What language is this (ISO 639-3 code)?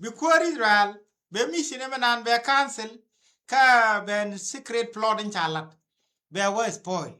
nus